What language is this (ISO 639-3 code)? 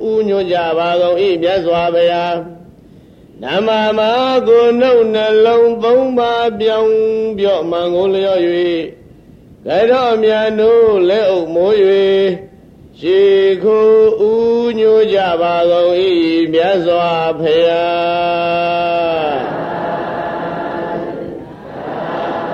mya